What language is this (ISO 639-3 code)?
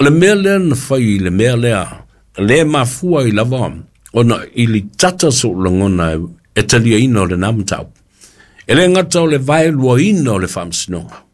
smo